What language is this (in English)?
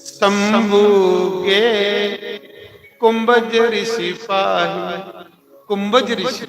Dogri